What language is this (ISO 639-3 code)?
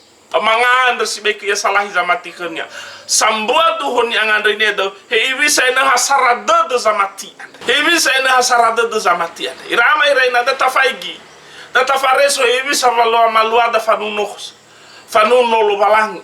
nia